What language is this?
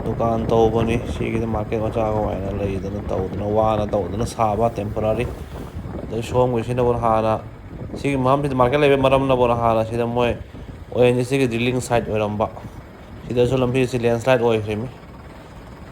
Manipuri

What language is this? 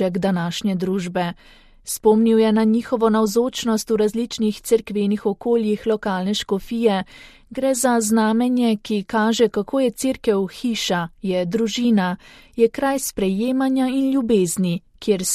Slovenian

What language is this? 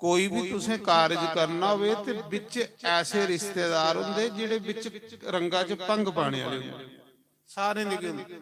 Dogri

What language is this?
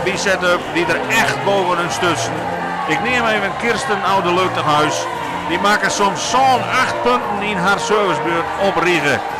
Western Frisian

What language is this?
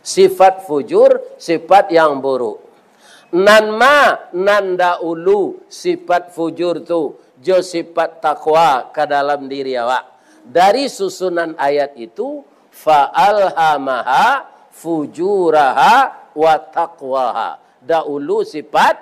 Minangkabau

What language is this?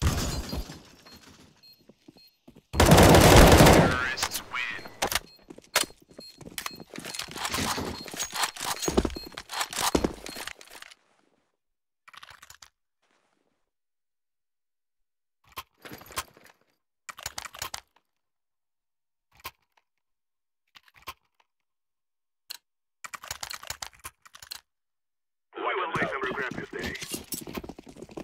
English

